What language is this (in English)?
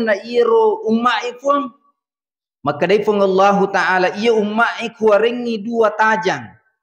Buginese